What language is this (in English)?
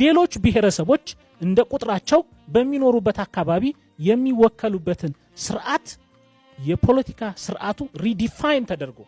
Amharic